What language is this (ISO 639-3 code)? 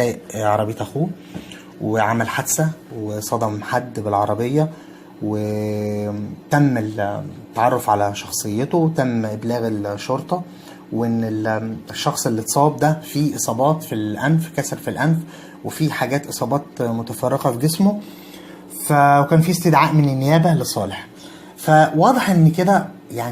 arz